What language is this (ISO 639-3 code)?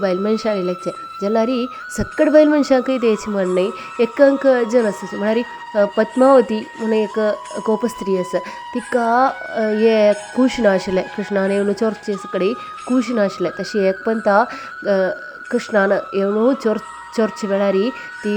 kok